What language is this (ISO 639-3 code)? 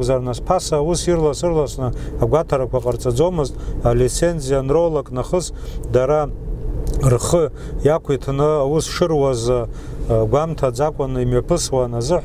abk